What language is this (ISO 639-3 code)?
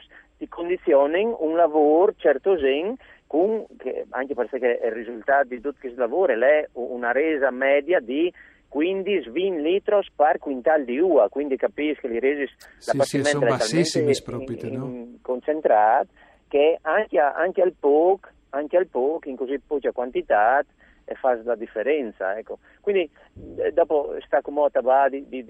fur